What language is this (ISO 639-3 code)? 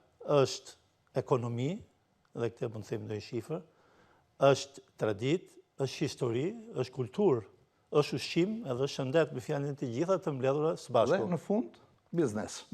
sqi